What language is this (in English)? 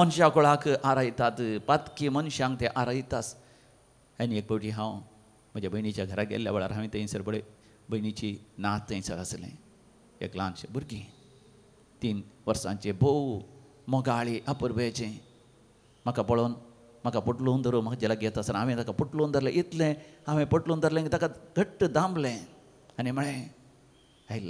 Konkani